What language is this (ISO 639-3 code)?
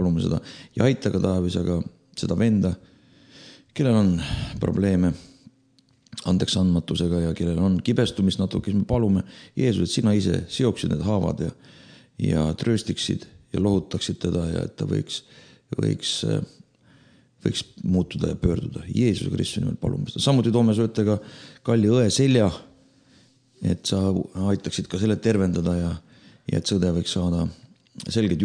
est